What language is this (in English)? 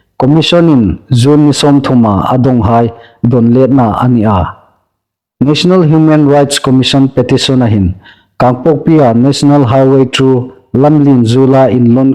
Hmar